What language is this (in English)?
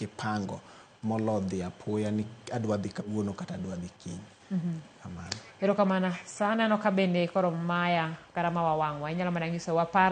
Luo (Kenya and Tanzania)